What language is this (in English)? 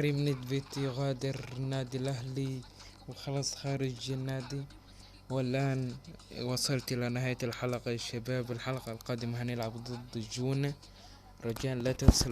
Egyptian Arabic